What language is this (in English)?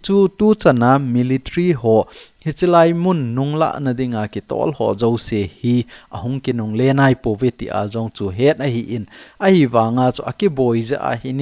Thado Chin